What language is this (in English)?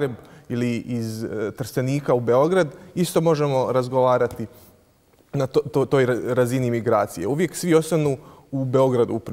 Bosnian